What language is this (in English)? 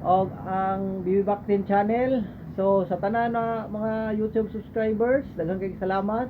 Cebuano